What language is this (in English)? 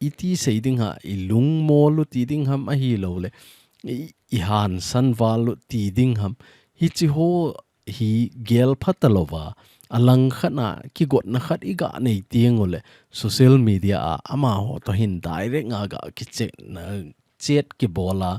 Thado Chin